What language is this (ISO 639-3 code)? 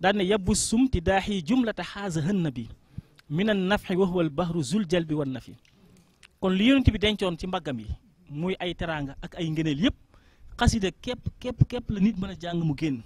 wol